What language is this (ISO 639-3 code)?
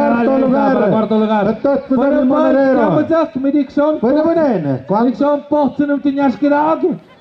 mxp